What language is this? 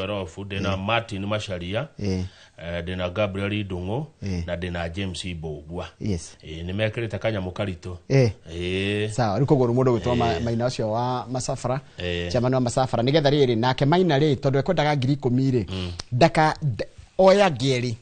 Kikuyu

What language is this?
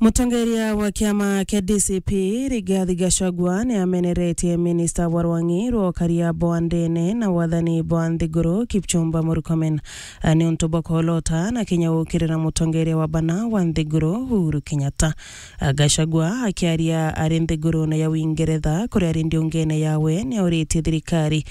Meru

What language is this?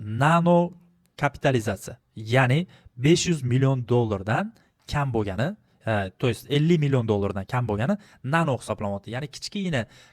Uzbek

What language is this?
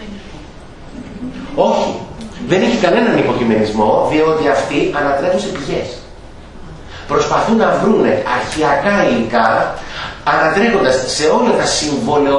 Greek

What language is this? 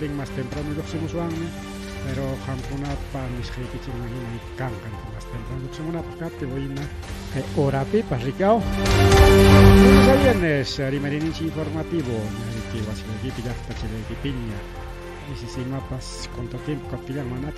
Ayacucho Quechua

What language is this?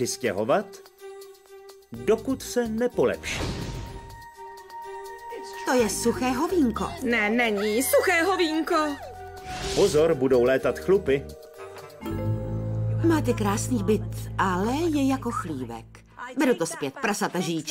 Czech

